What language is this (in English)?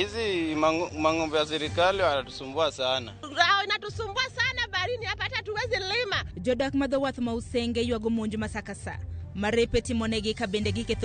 Luo (Kenya and Tanzania)